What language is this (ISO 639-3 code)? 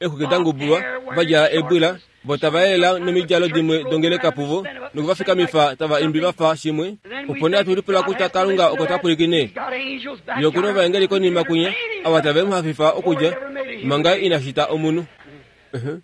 kua